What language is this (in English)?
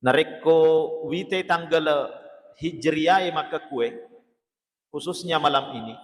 Buginese